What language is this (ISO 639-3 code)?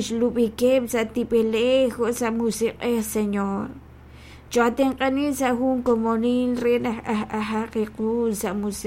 kek